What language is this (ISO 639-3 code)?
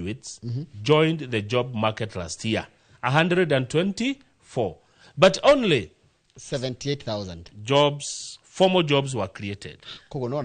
kik